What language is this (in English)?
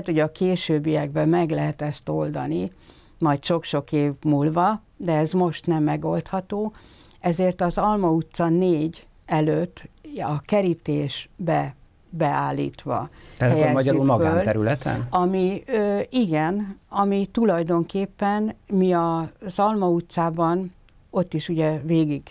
Hungarian